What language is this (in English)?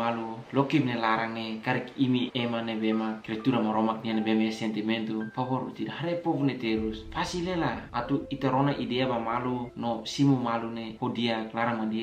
Tetum